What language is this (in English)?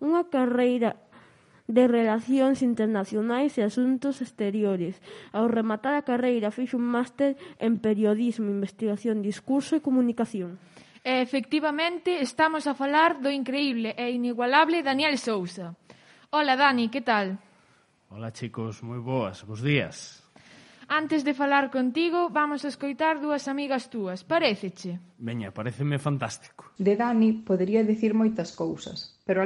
Galician